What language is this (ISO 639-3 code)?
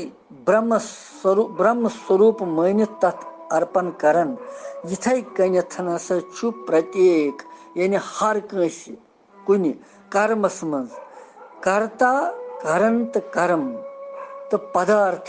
kas